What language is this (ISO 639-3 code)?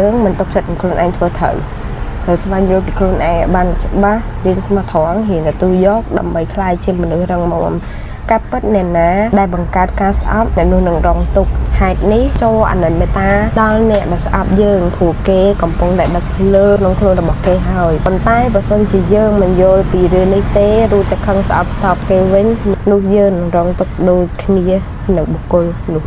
khm